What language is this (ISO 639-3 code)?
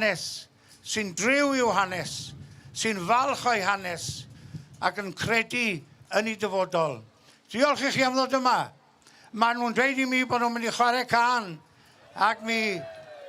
cym